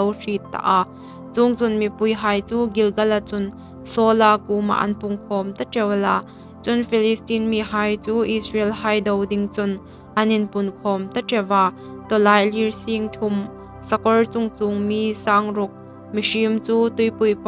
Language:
Hmar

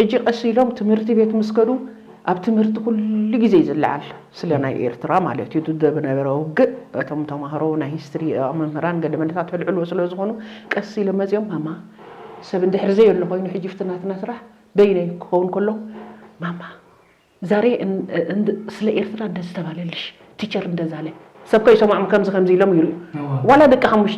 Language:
Tigrinya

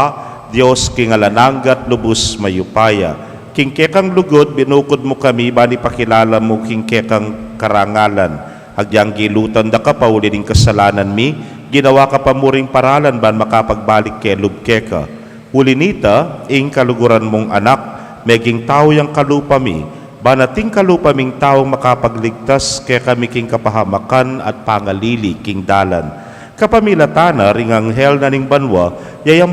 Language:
Pampanga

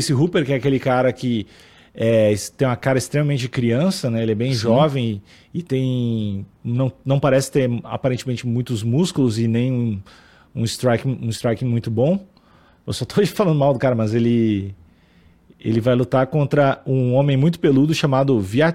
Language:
Portuguese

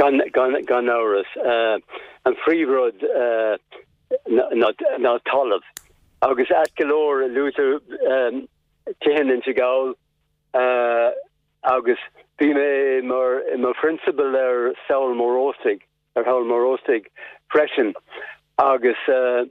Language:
Irish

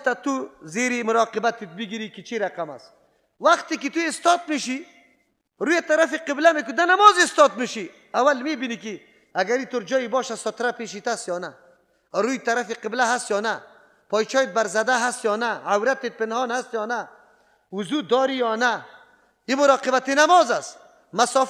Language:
Persian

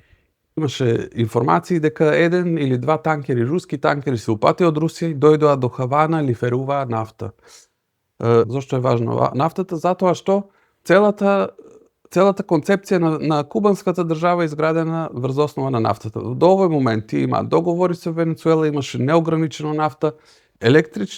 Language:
Macedonian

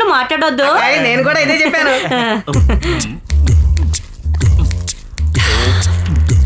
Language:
Telugu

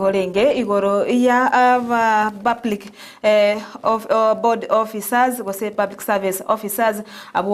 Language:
Gusii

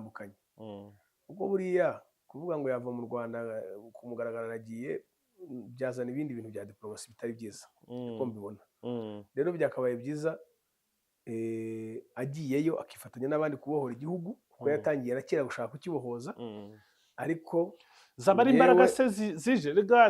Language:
Kinyarwanda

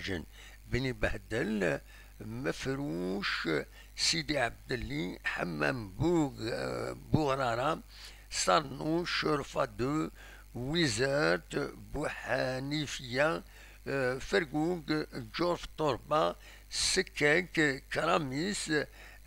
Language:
Kabyle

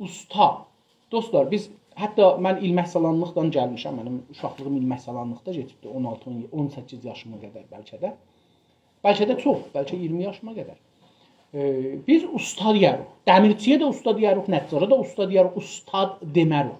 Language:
South Azerbaijani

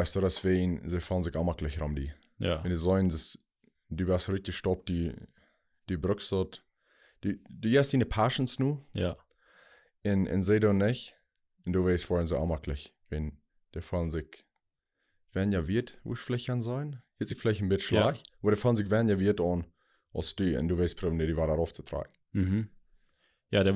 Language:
Plautdietsch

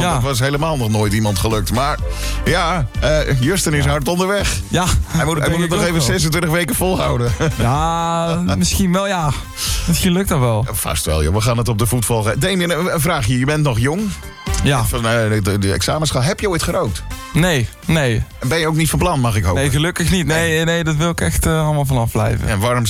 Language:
Dutch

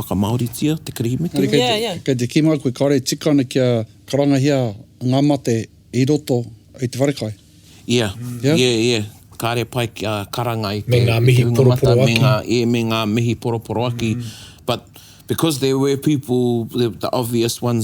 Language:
Māori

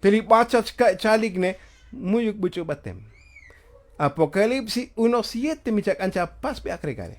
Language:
Tzotzil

